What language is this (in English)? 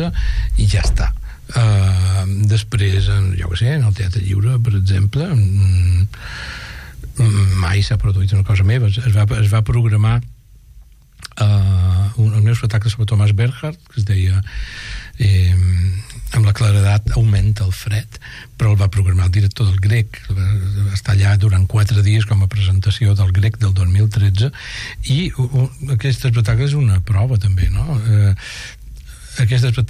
Catalan